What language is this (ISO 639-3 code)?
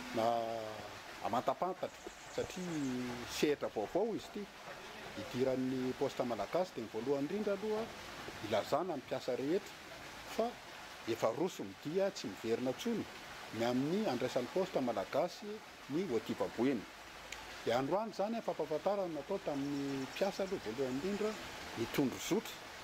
mlg